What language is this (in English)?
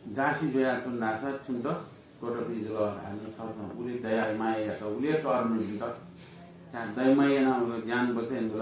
Newari